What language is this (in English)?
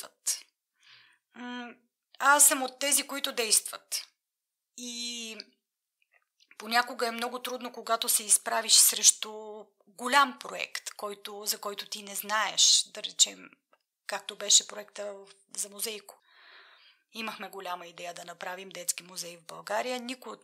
Bulgarian